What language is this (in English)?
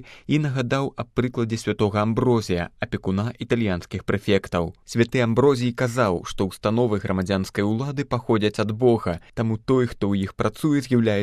Belarusian